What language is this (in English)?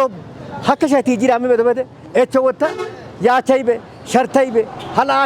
Kafa